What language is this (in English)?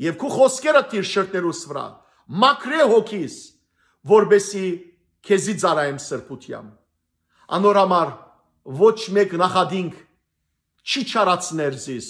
Western Armenian